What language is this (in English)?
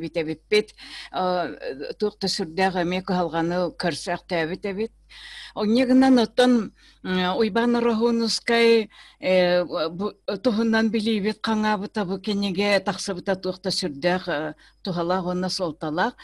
Yakut